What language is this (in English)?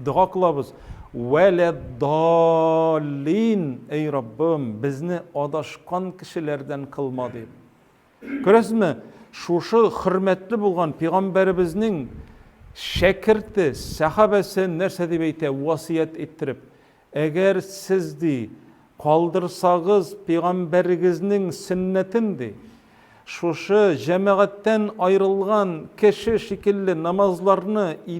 Tatar